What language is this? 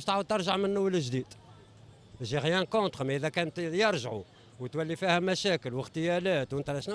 Tunisian Arabic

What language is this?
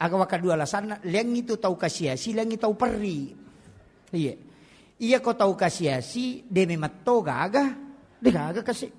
Buginese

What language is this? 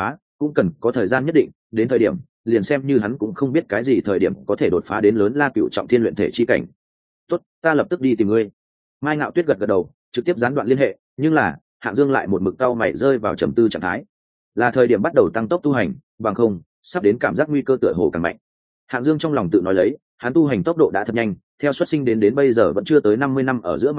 Vietnamese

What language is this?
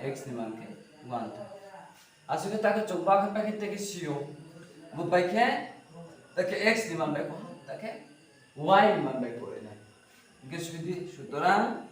Riang (India)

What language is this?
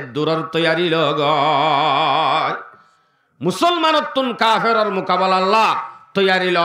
Rohingya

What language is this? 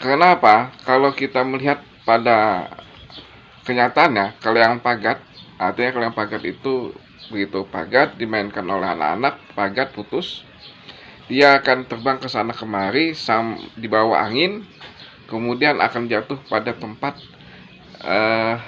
Banjar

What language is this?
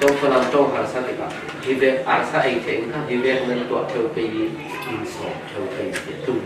Falam Chin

